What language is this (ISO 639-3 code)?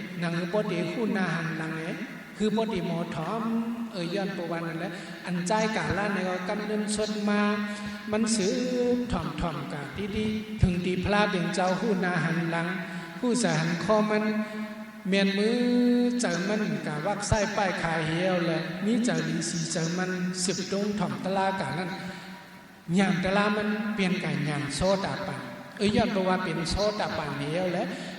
shn